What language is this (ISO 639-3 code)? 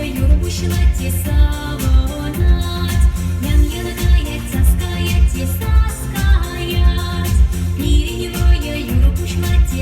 chv